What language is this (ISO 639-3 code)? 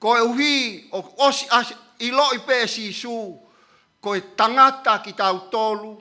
ton